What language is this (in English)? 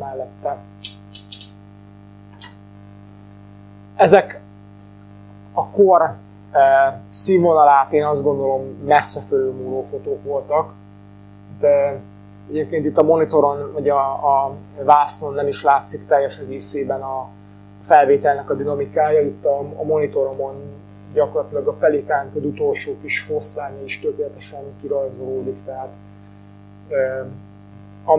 Hungarian